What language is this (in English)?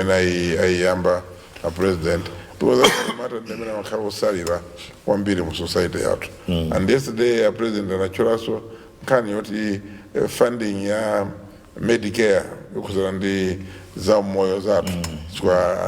Nyanja